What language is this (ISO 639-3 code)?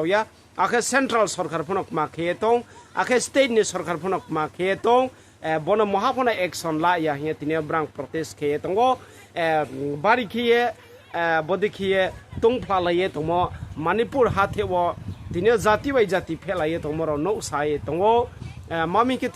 ria